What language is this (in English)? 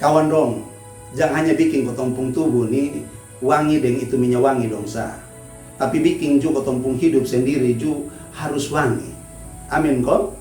Kupang Malay